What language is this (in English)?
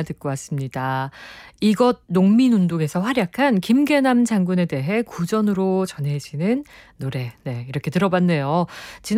Korean